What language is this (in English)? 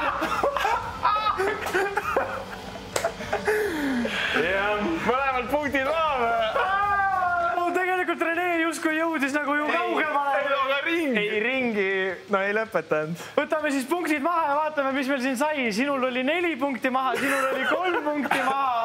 Estonian